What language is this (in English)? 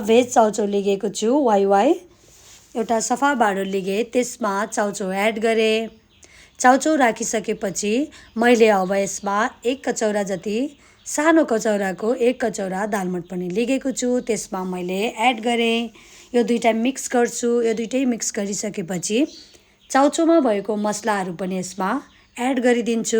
Nepali